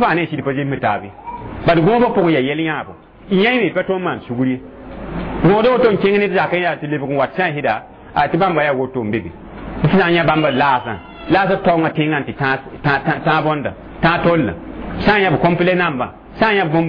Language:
Mossi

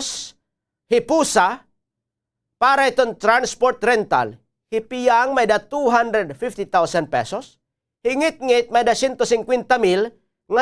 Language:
Waray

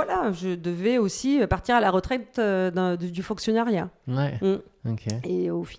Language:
French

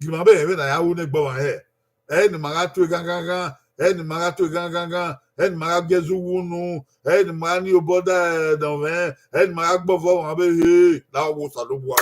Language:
Bini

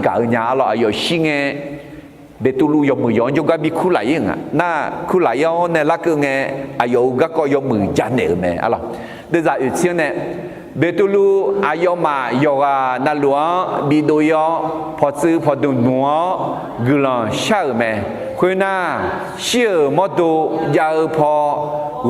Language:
Akha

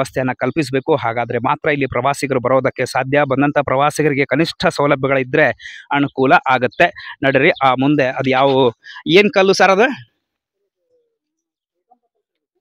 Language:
Kannada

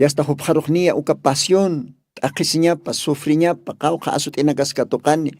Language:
Aymara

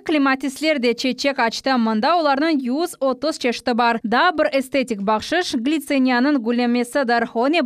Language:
Crimean Tatar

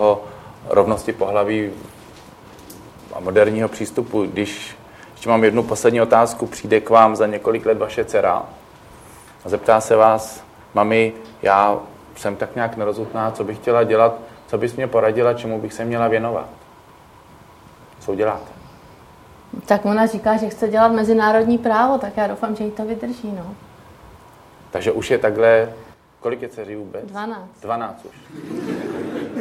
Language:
Czech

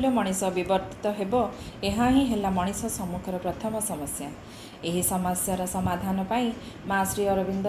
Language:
Odia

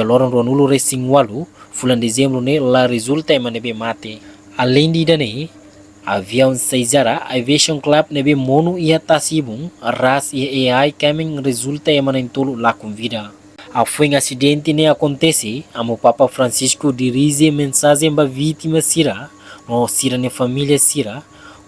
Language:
Tetum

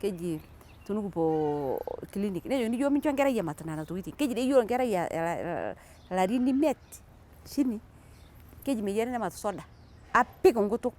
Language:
Masai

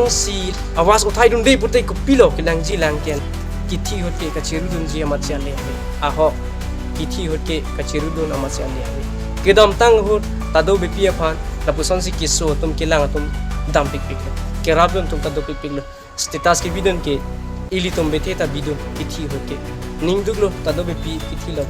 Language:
Karbi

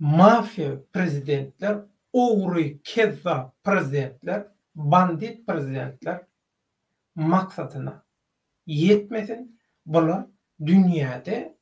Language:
Turkmen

